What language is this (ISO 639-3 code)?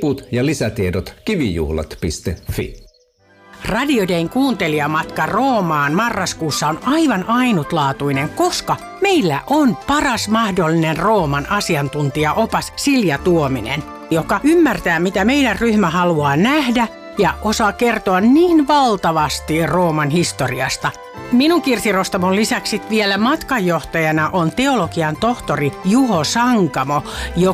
fin